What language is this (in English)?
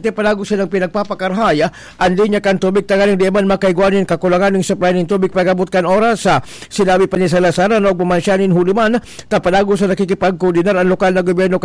Bikol